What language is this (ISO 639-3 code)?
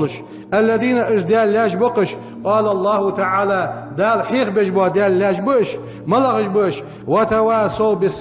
inh